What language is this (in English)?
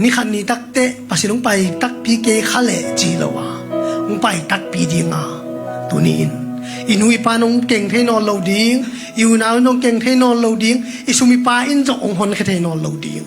Tedim Chin